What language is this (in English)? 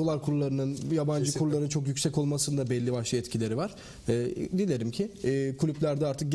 Turkish